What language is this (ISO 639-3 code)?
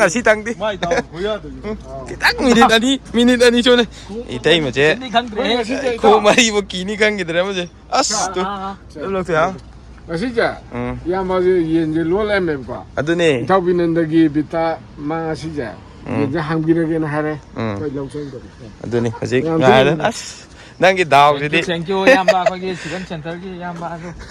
mni